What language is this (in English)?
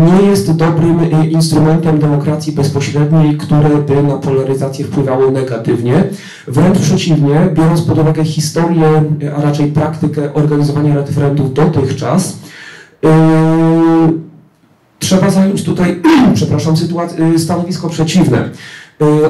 Polish